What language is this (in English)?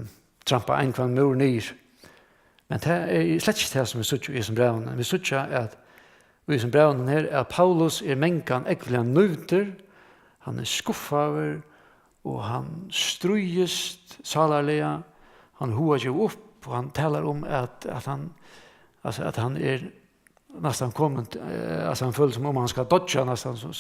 Faroese